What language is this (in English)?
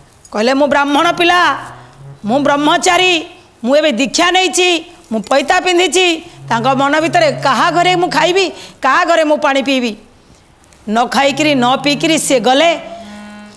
Odia